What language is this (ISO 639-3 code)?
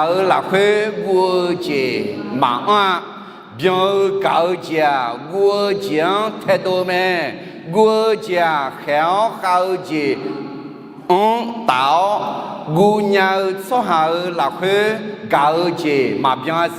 ahk